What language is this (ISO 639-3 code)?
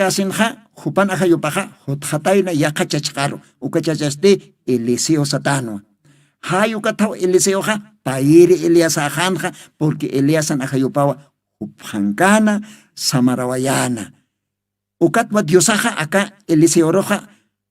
aym